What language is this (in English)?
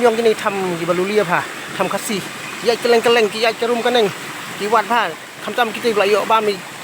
Khasi